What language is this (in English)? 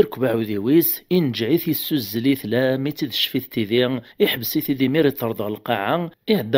Kabyle